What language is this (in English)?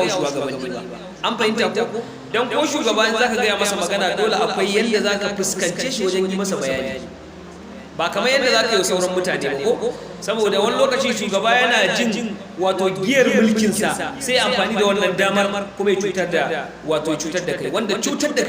Hausa